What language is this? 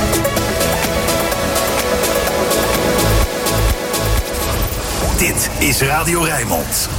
Dutch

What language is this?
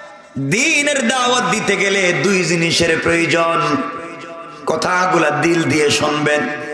Bangla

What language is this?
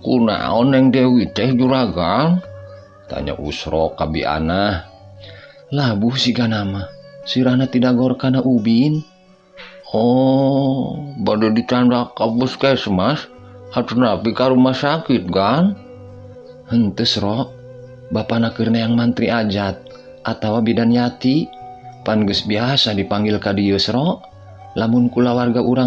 Sundanese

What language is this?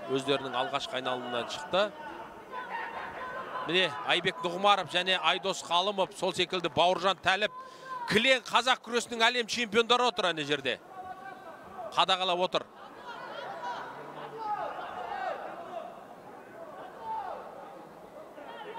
Kazakh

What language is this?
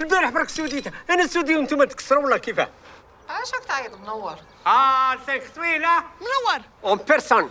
Algerian Arabic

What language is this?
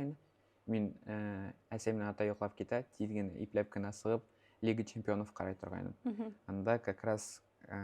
Bashkir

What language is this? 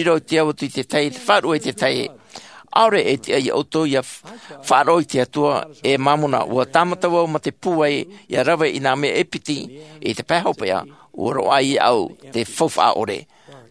Tahitian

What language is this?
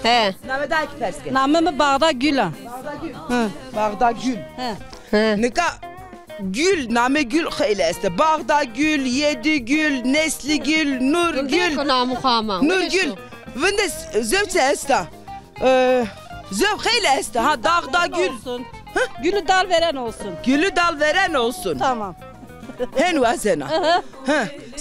Zaza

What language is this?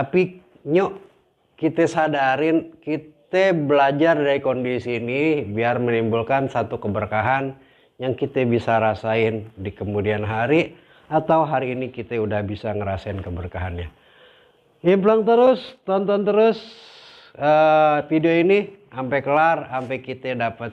Betawi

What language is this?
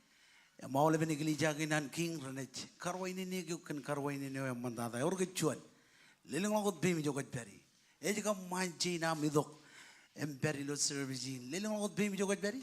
Marshallese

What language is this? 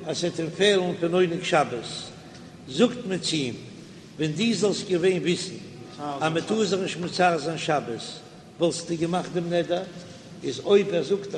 Yiddish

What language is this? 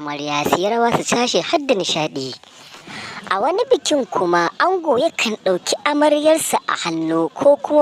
Hausa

